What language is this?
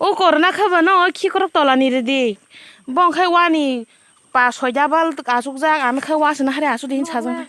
Kok Borok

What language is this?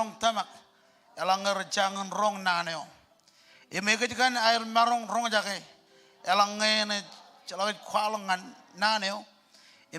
Marshallese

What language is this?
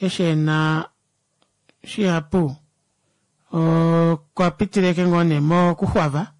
Kuanyama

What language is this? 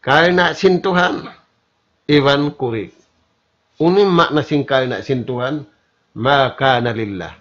Tausug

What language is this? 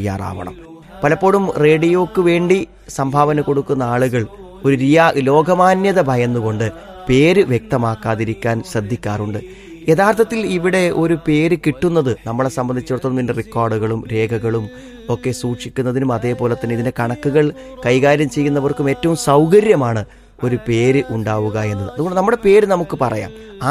Malayalam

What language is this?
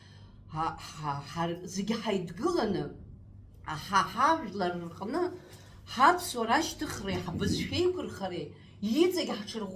Abkhazian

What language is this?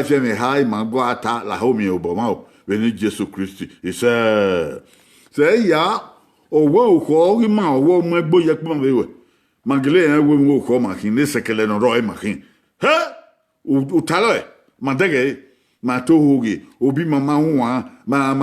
Bini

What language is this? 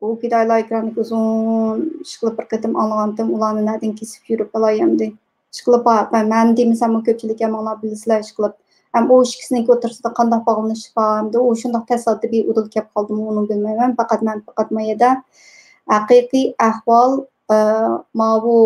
Uyghur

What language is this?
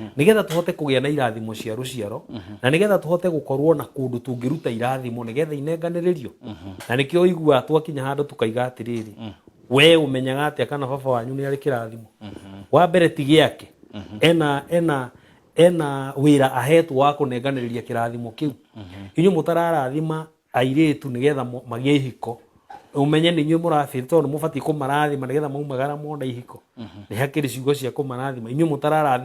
Kikuyu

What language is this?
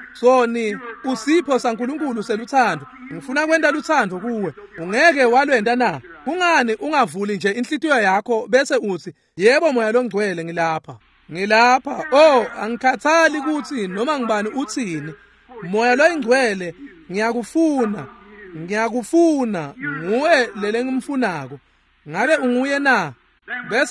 Swati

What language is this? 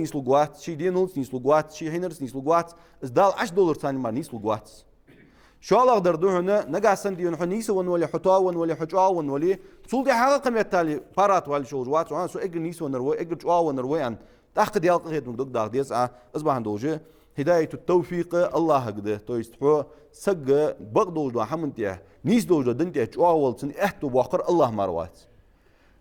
Ingush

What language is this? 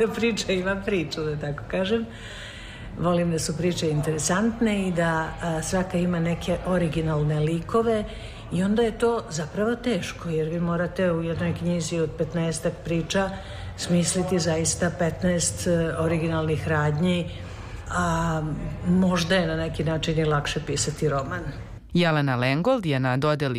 Serbian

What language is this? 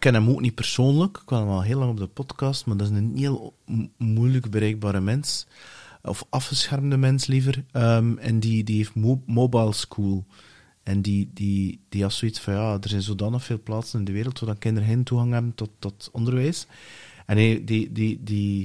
Dutch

